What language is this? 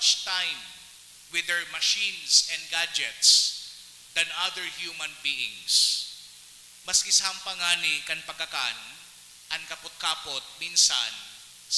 Bikol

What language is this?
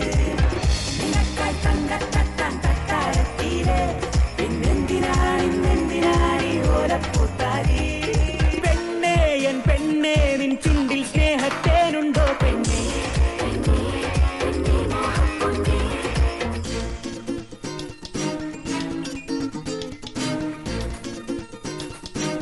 Malayalam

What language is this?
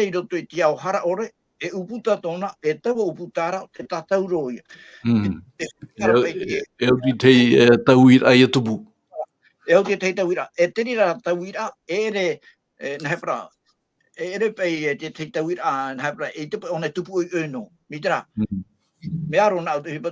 Tahitian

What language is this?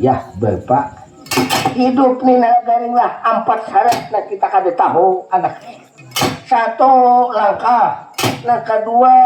Banjar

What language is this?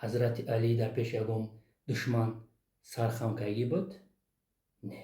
Tajik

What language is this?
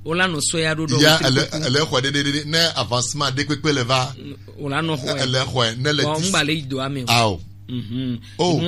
Gen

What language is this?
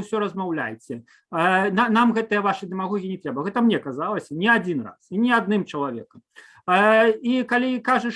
Belarusian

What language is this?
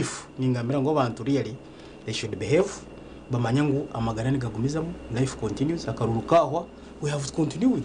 Nyankole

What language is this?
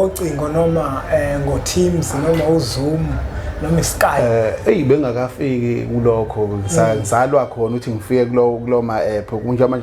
Zulu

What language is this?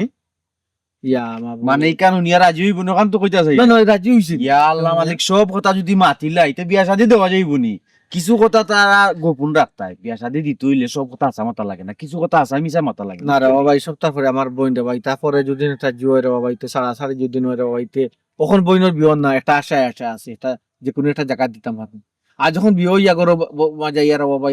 Sylheti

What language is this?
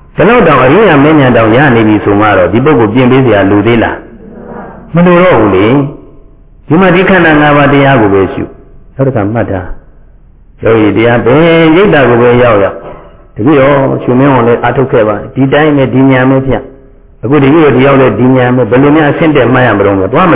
Burmese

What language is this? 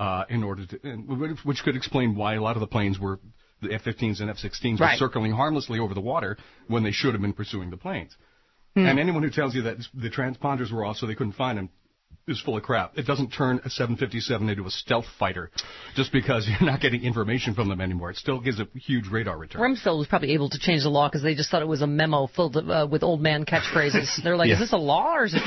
English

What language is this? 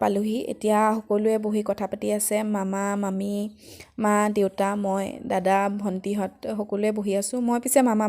Assamese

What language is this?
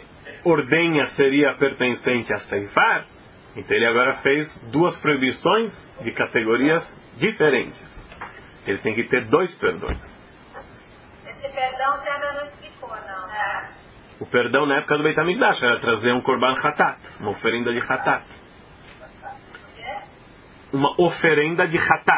Portuguese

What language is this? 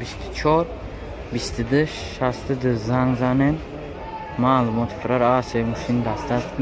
Tajik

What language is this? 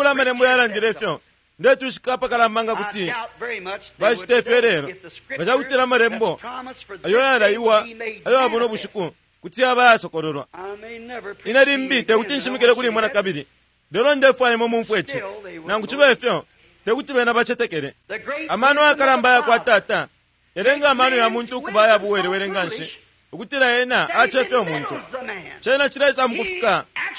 Bemba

